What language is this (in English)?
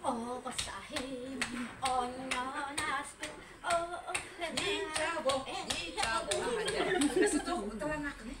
Yakut